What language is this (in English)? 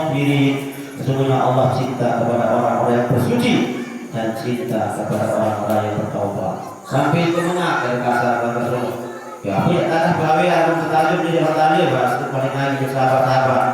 Sasak